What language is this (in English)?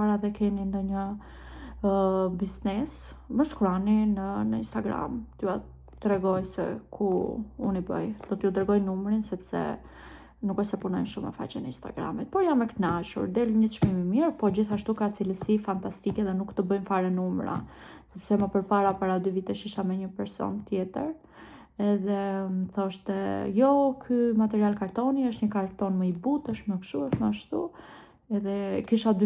Albanian